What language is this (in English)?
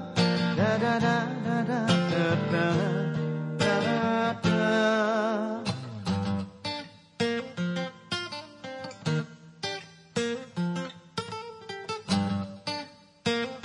Japanese